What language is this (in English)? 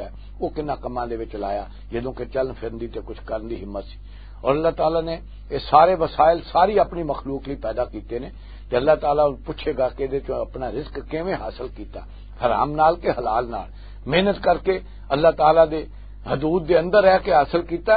Western Panjabi